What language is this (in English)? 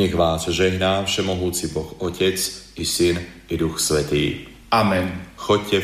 Slovak